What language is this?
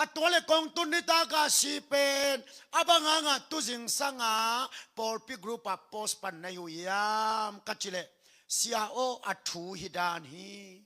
Tedim Chin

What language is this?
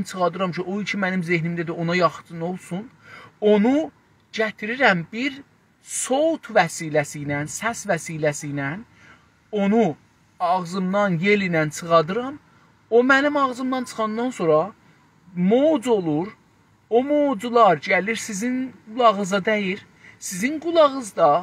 South Azerbaijani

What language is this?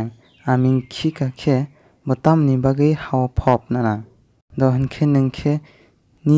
Kok Borok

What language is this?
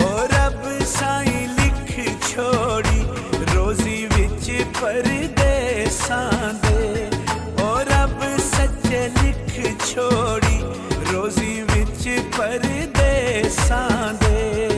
Pahari-Potwari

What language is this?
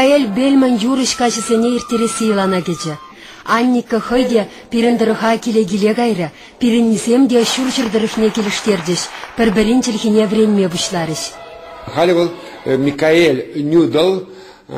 Chuvash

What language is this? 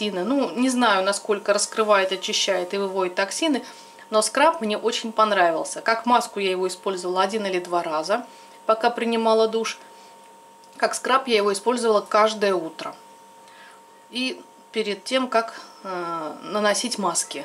Russian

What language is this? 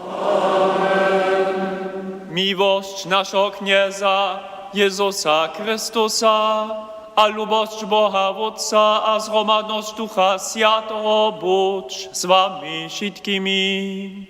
Upper Sorbian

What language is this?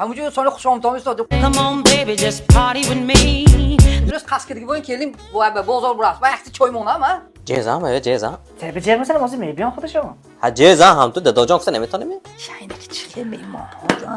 Tajik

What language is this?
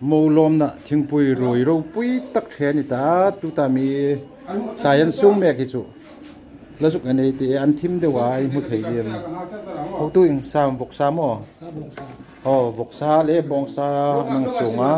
Hmar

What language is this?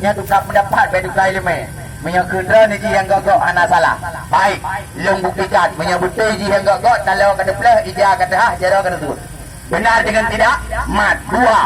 Achinese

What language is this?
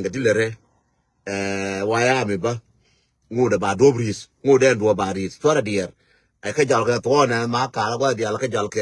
Nuer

